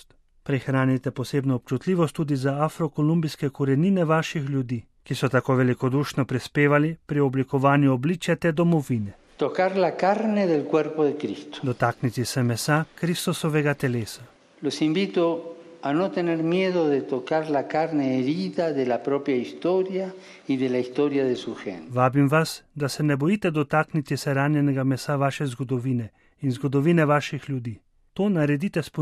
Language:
Slovenian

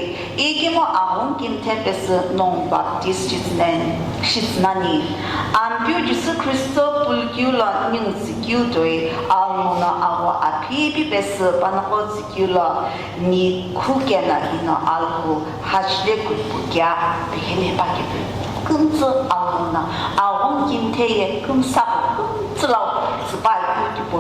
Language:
Sumi Naga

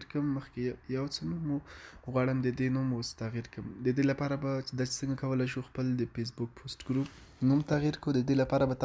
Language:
Pashto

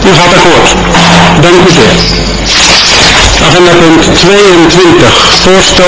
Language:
Dutch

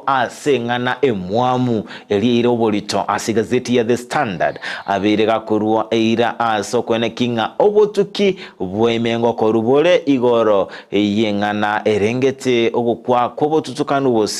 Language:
Gusii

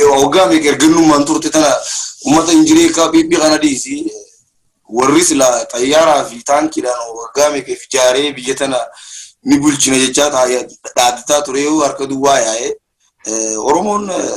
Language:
Oromo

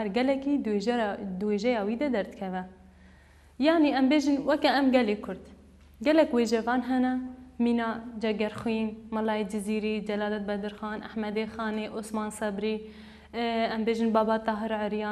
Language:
Kurdish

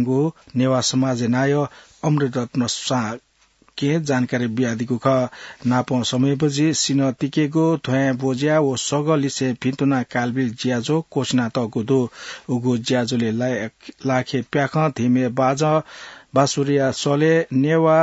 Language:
Newari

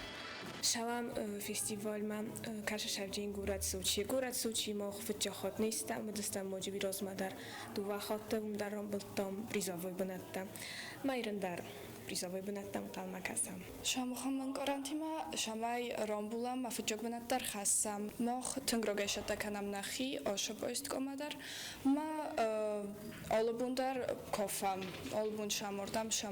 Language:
Ossetic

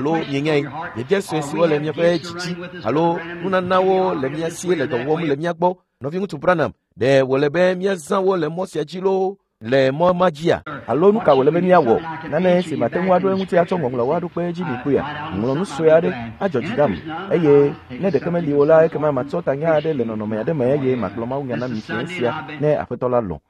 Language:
Ewe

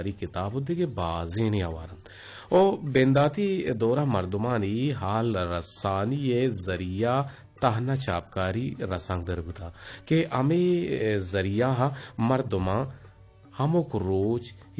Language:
Eastern Balochi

